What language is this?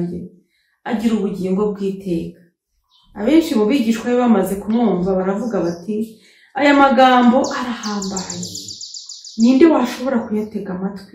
Kinyarwanda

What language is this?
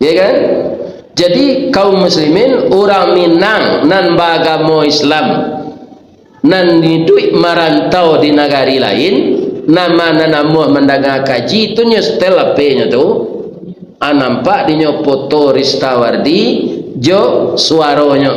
Minangkabau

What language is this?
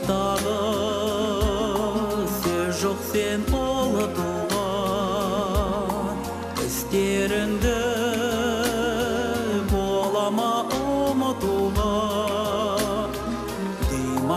Kazakh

